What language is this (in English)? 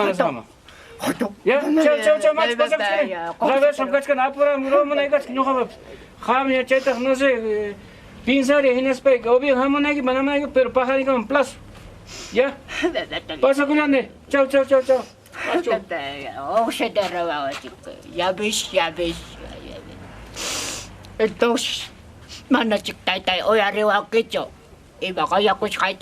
Ayacucho Quechua